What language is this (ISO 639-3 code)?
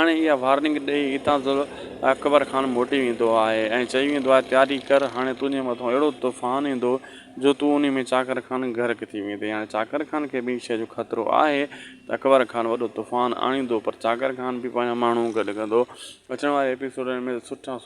snd